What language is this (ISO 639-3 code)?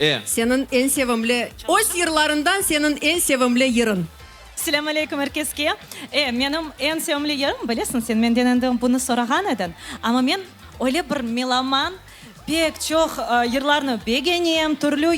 crh